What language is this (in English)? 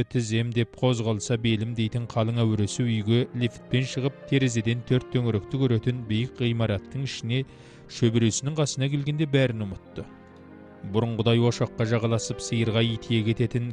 Kazakh